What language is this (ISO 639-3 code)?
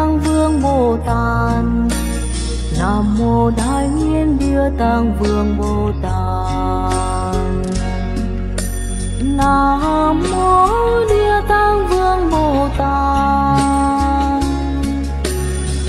vie